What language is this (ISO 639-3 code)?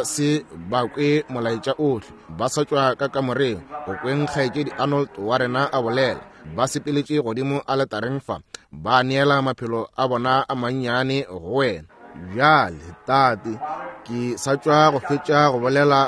nso